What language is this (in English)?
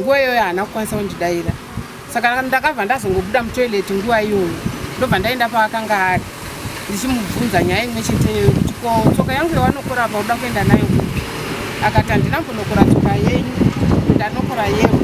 Shona